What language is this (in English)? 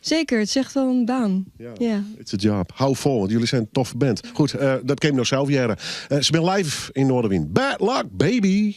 Western Frisian